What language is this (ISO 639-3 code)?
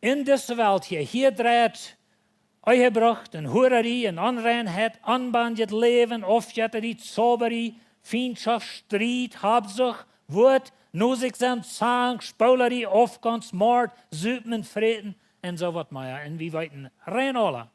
pdt